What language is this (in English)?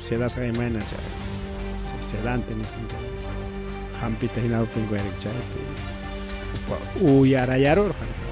Ayacucho Quechua